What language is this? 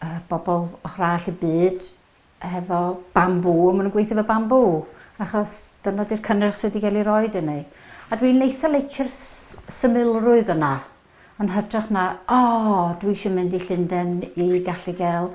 Welsh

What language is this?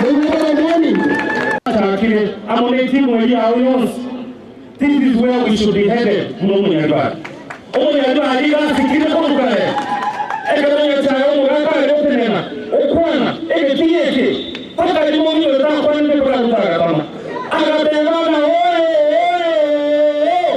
Gusii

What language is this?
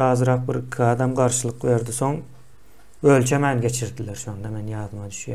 Turkmen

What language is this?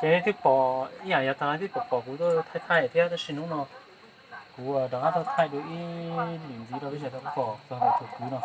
Hmong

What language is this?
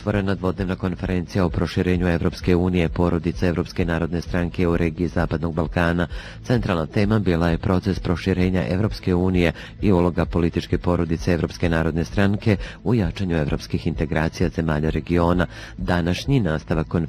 Bosnian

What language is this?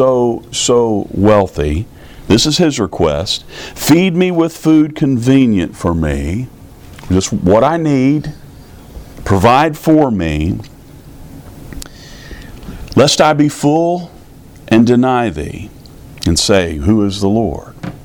English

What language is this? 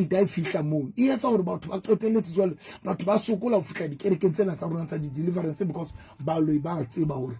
Southern Sotho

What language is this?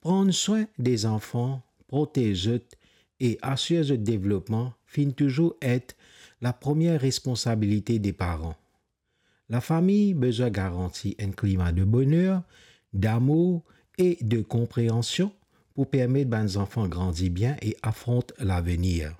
Morisyen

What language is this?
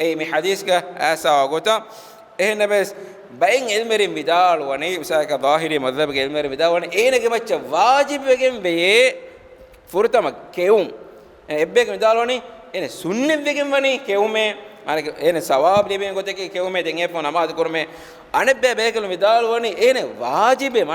Divehi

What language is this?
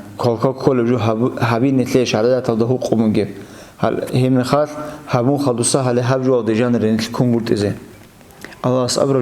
Avaric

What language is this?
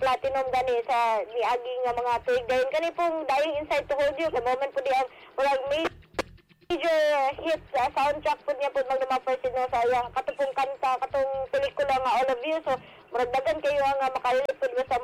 Cebuano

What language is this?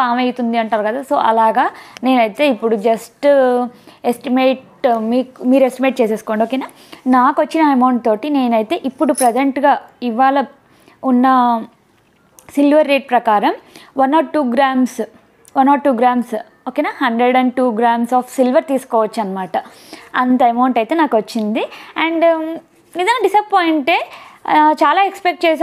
Telugu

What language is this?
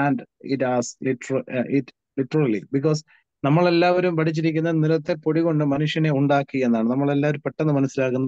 Malayalam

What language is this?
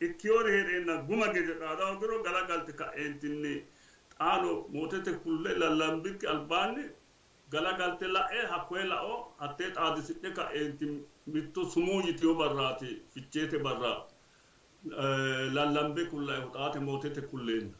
Sidamo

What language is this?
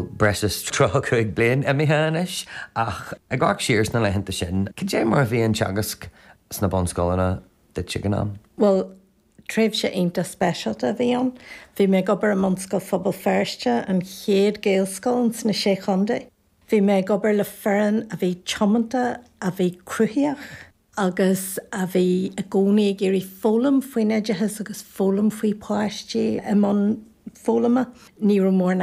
Irish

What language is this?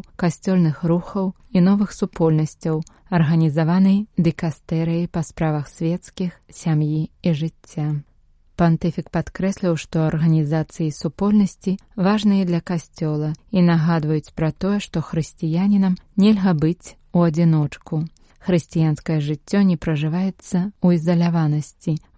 Belarusian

